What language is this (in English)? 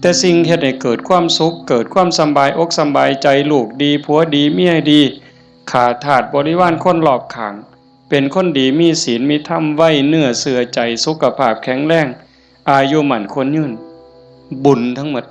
Northeastern Thai